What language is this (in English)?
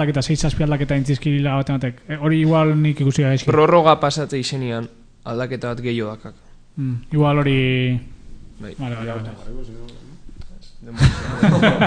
Basque